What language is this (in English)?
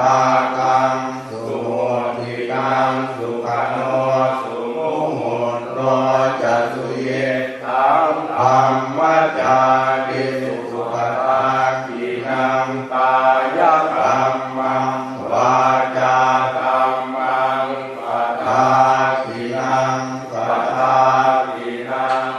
Pali